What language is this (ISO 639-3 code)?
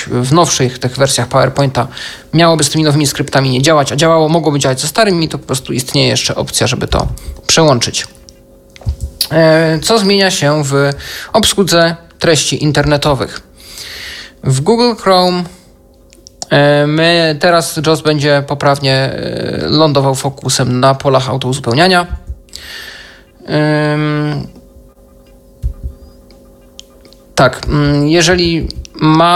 pol